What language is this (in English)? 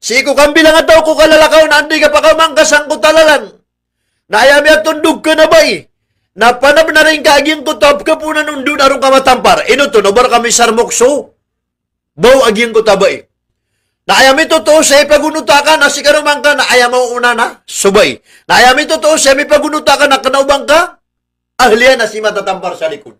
Maranao